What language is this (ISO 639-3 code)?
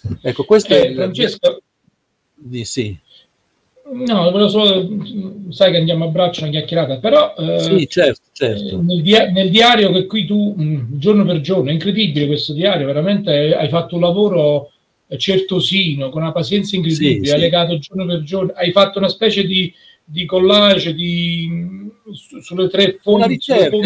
ita